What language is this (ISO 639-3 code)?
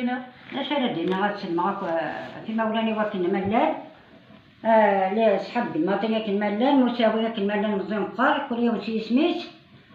kab